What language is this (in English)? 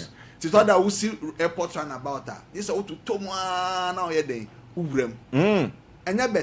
Akan